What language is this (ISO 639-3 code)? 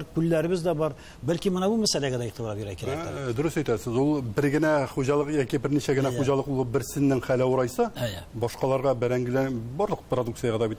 tat